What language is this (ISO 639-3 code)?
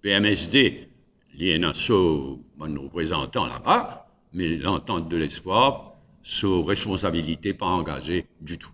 mfe